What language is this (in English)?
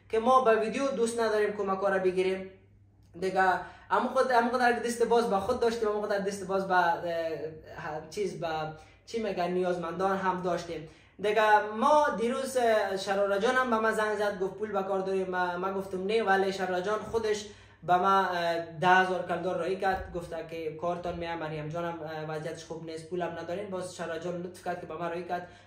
Persian